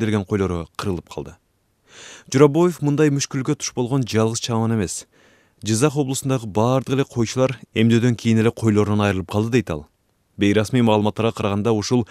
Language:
Kyrgyz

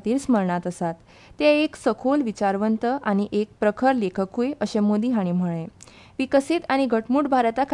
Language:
Konkani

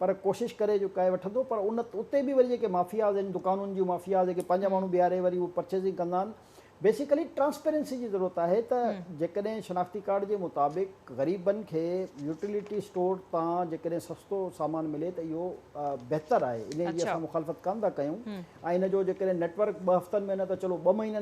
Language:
Sindhi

